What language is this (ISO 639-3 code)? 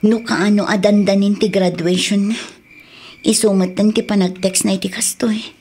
ilo